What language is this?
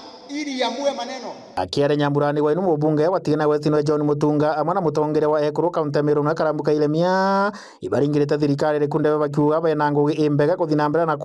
Meru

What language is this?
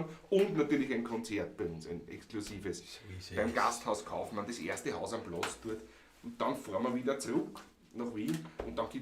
Bavarian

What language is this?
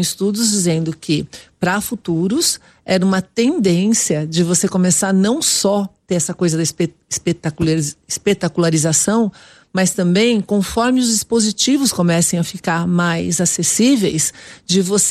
Portuguese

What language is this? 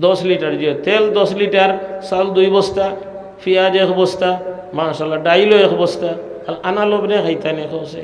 Sylheti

